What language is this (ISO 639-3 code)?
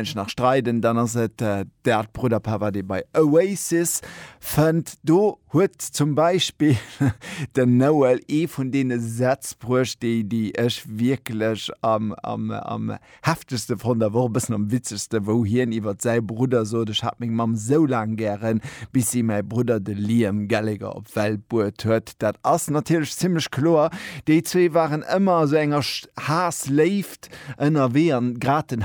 ltz